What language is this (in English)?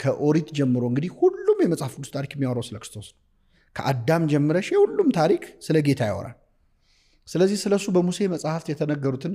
Amharic